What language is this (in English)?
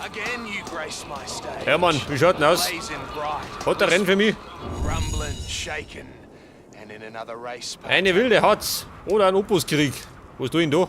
Bavarian